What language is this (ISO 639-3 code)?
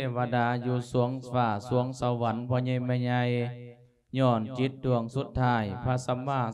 lao